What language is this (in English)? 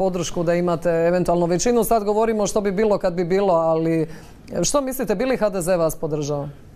Croatian